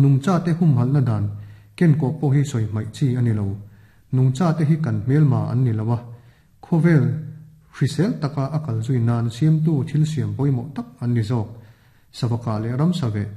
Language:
Mizo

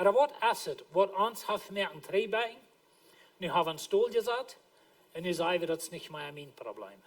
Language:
Plautdietsch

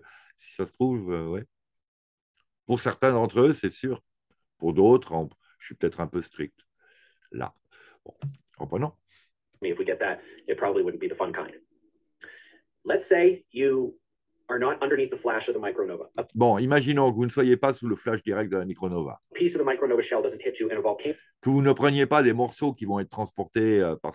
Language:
French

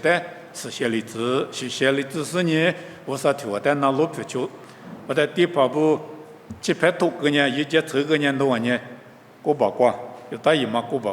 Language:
Lisu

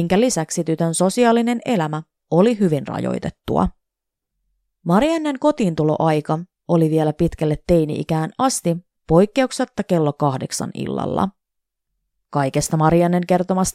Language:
Finnish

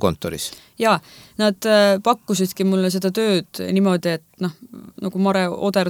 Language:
Estonian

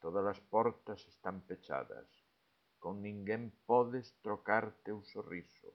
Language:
Galician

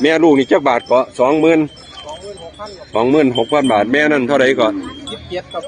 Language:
Northeastern Thai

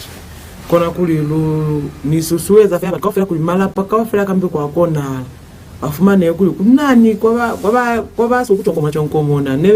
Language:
Lozi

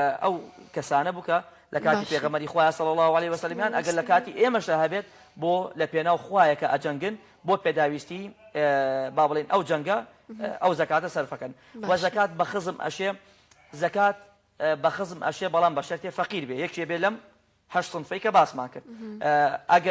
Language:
Central Kurdish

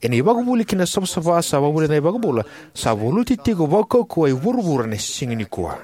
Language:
Fijian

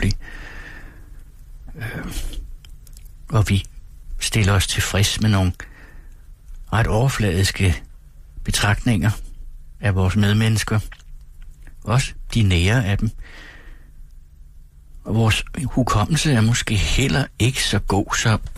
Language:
Danish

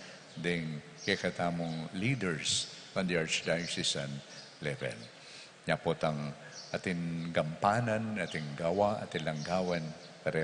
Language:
Pampanga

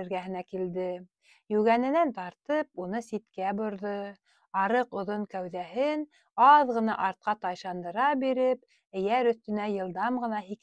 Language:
Bashkir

